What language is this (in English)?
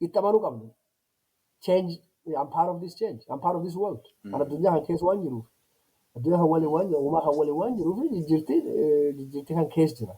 Oromo